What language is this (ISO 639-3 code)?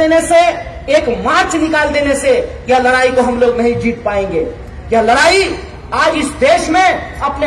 hin